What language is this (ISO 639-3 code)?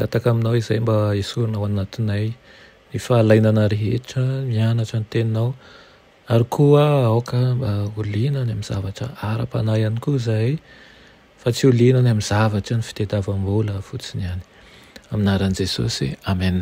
mlg